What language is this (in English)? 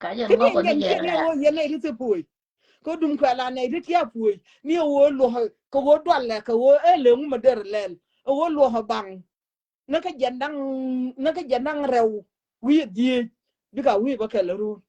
Nuer